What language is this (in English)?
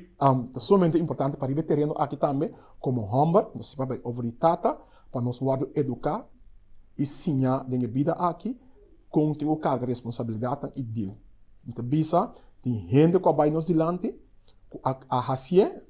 Papiamento